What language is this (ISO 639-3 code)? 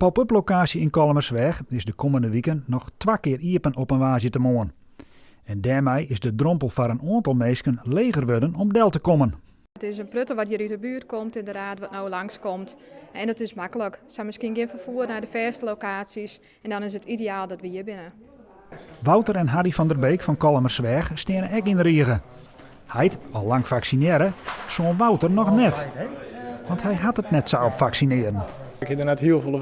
fry